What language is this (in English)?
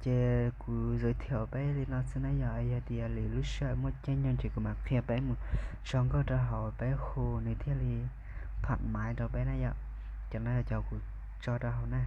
Hmong